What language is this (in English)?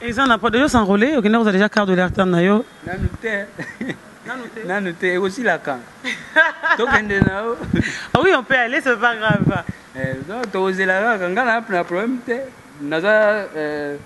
Lingala